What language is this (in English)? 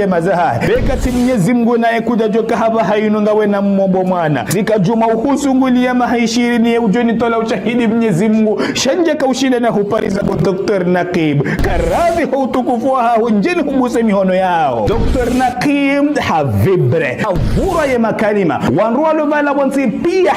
Ngazidja Comorian